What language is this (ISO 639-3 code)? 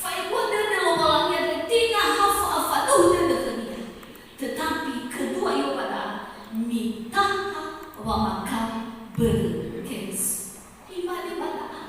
nia